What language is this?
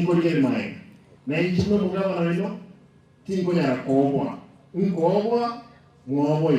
Gusii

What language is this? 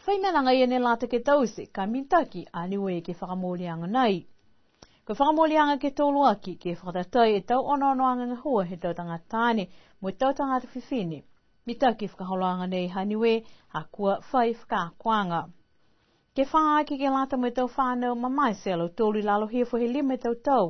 Niuean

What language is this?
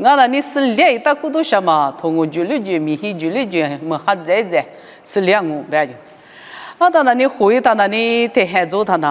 Lisu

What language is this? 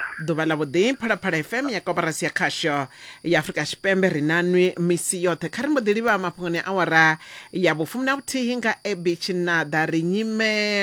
Venda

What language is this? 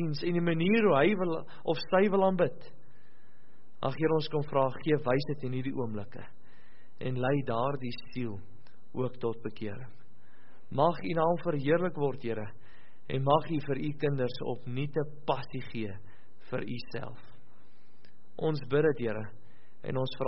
Afrikaans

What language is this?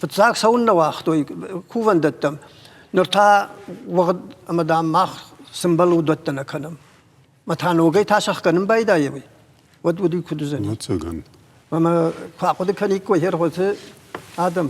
Ossetic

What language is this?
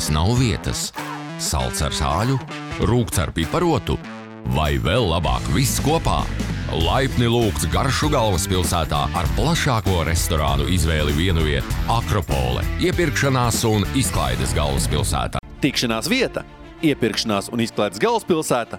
Latvian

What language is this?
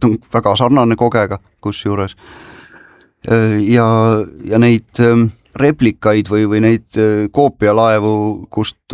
Estonian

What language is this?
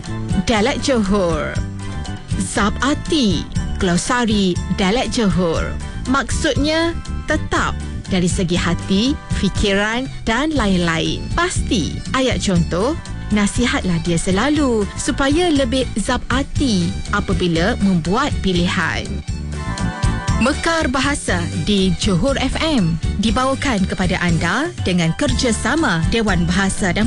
Malay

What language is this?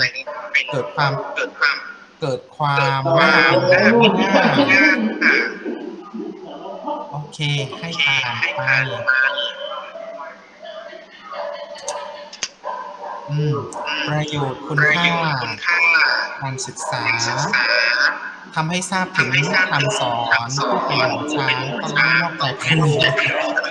Thai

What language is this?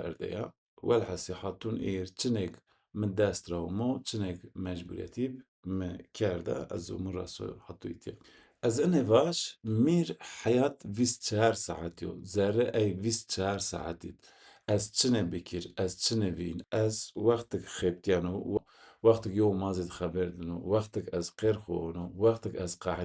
Zaza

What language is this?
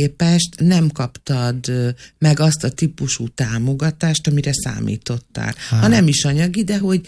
Hungarian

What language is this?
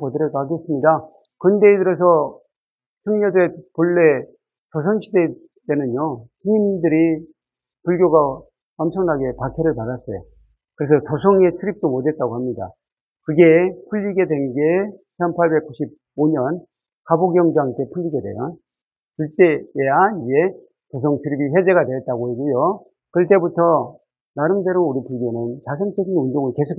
Korean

